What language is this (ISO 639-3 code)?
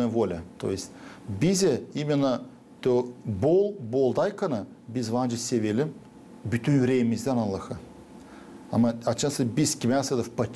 gag